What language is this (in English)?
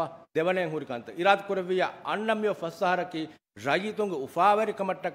Divehi